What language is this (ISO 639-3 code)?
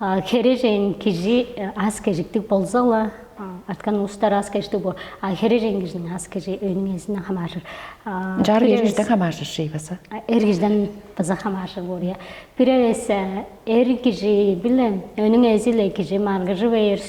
tyv